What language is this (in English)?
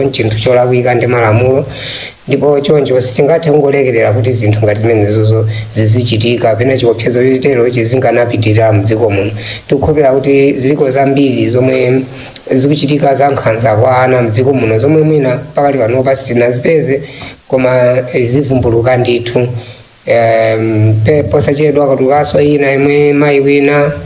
Nyanja